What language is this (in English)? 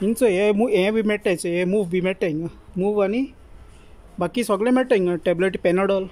Konkani